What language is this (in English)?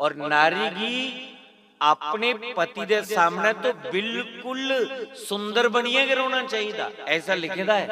Dogri